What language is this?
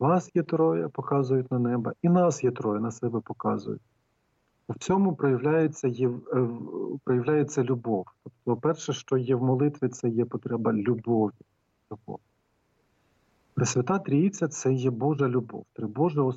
Ukrainian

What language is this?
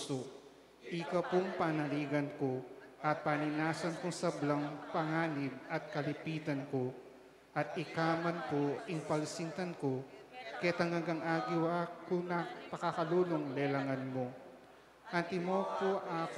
Pampanga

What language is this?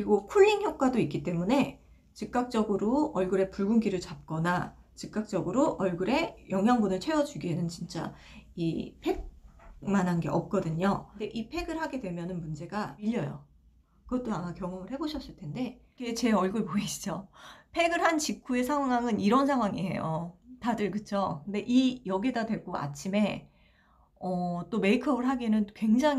Korean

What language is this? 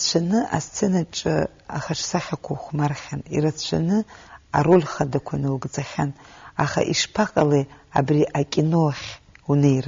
Abkhazian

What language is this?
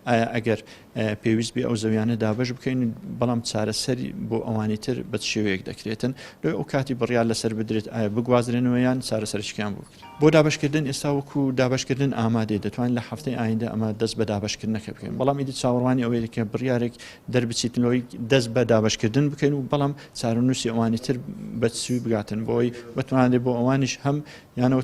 Central Kurdish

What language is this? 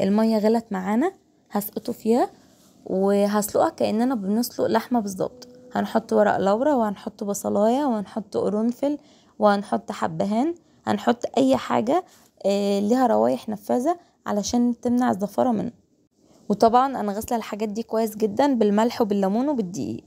Egyptian Arabic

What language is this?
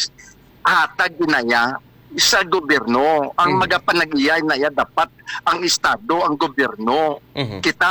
Hiligaynon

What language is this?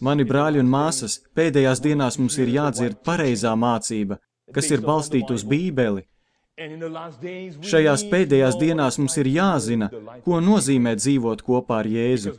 Latvian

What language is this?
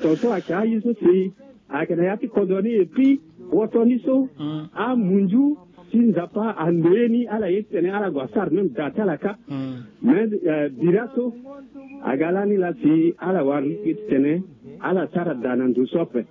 Sango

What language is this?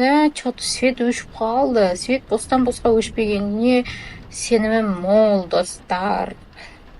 Kazakh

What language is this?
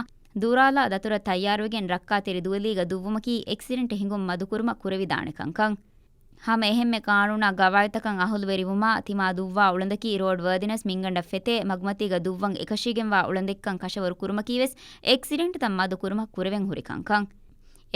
Divehi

